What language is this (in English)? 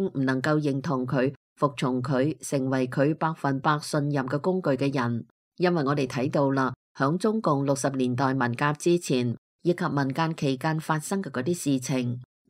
Cantonese